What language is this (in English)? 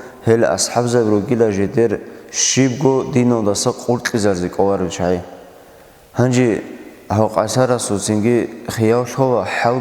Avaric